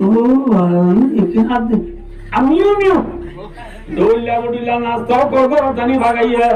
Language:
Rohingya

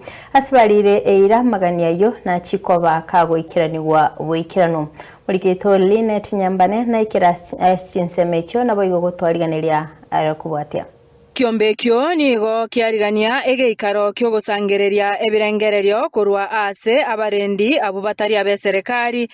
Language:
Gusii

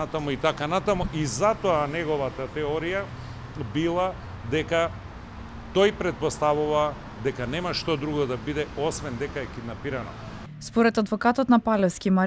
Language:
Macedonian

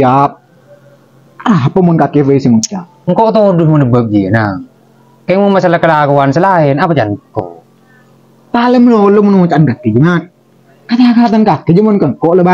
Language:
Madurese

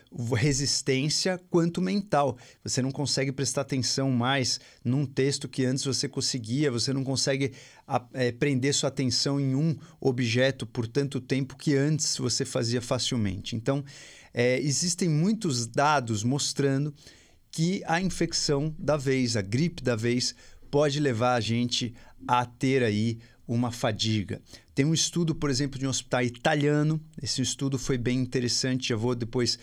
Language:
Portuguese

